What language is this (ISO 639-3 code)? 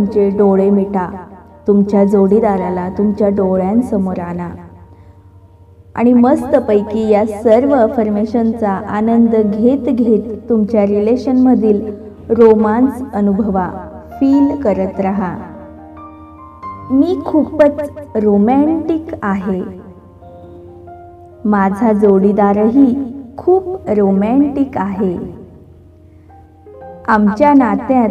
mar